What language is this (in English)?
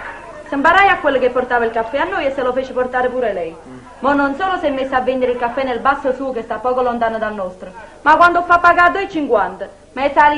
Neapolitan